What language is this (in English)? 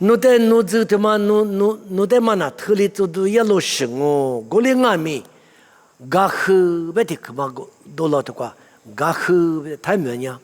Lisu